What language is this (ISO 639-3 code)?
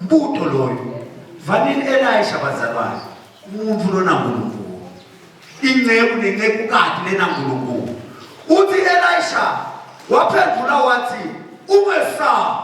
zul